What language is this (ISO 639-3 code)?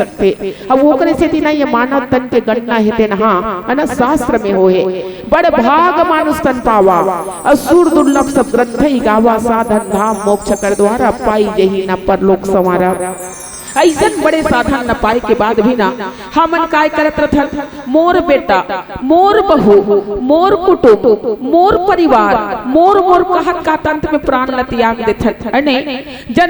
hne